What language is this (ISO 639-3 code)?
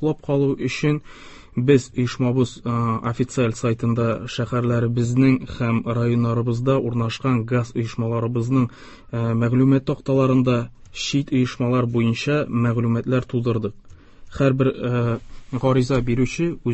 tat